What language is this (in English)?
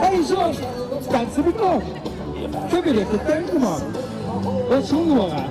Limburgish